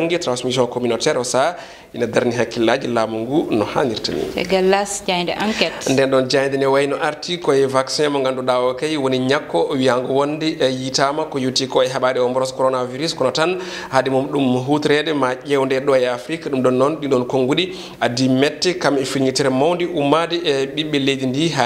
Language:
Fula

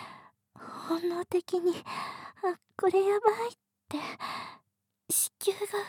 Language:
Japanese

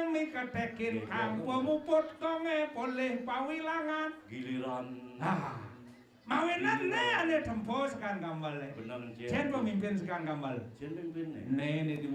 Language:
Balinese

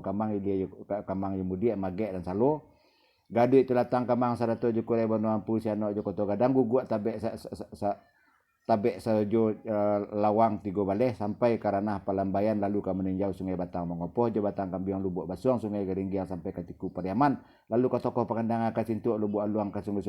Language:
Minangkabau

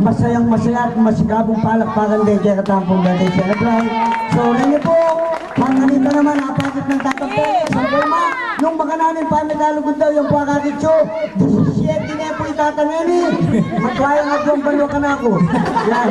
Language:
Pampanga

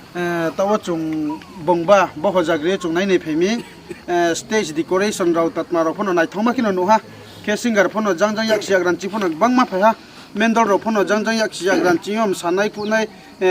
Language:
Riang (India)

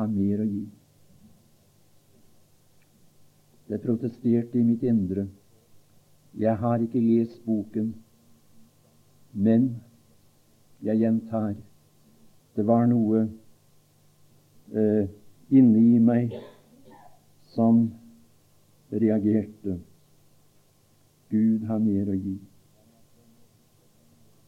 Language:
Norwegian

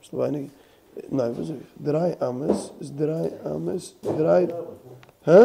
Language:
Yiddish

